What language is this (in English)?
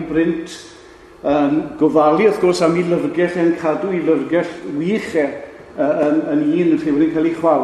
Welsh